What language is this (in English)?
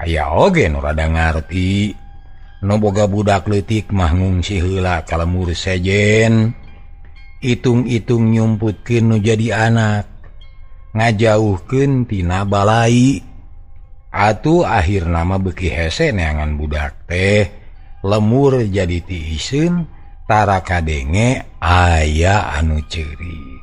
Sundanese